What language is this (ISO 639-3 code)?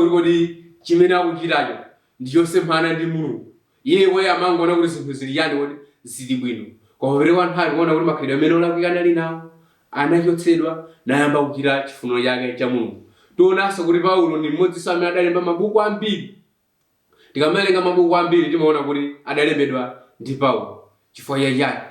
nya